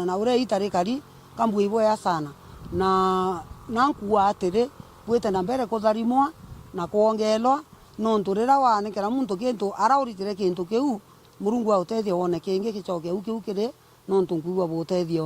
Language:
Meru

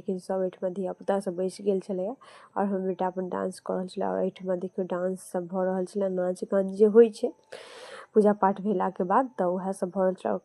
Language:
Maithili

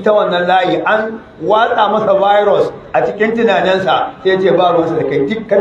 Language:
Hausa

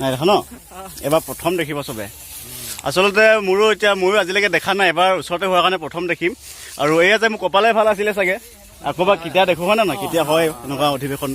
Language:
Assamese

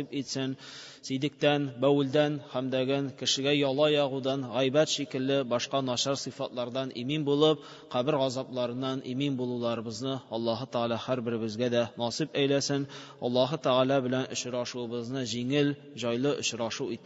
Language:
Tatar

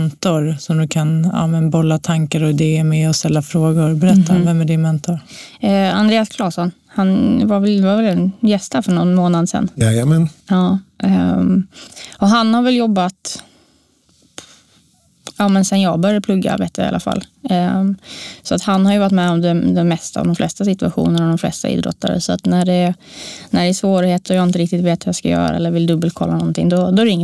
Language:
Swedish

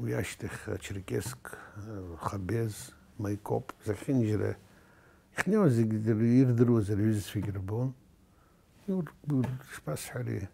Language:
Abkhazian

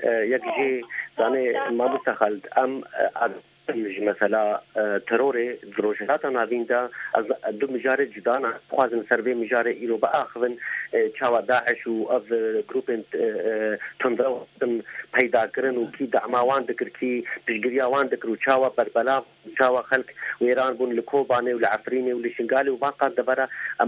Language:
Kurdish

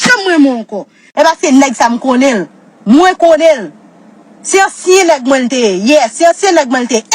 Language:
Haitian Creole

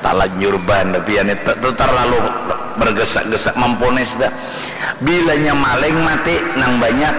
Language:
Banjar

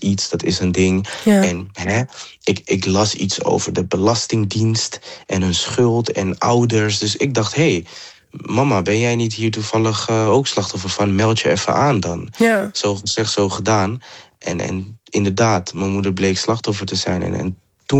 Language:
Dutch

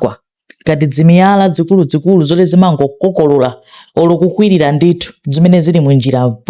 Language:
Nyanja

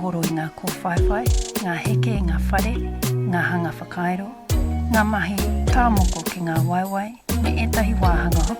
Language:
Māori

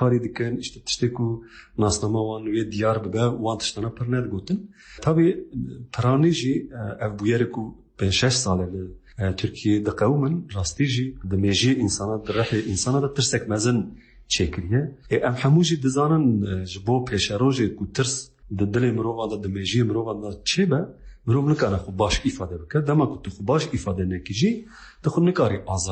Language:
Kurdish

